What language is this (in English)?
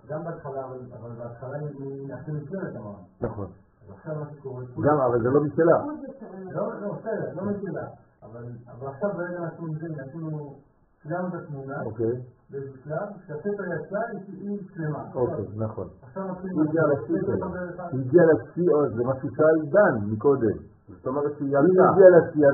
Hebrew